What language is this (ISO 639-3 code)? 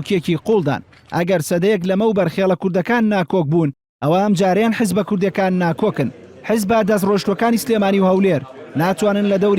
ckb